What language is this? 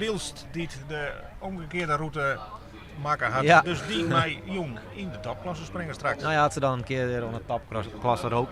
Western Frisian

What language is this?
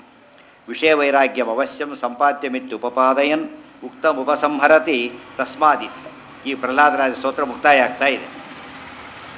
Kannada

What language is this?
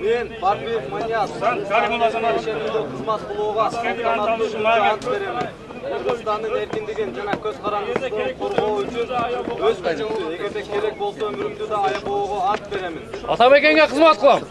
Kyrgyz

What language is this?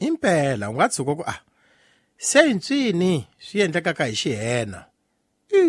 Tsonga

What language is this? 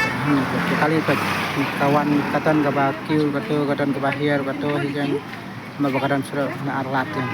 Khasi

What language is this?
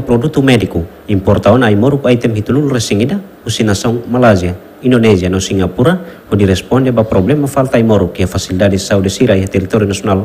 Tetum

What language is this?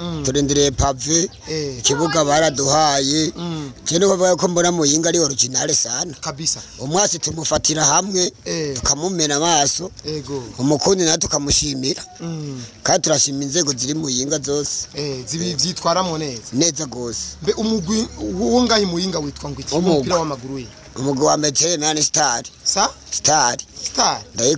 Rundi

